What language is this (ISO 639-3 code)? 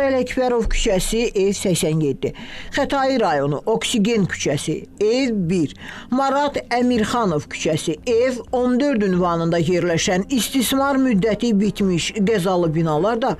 aze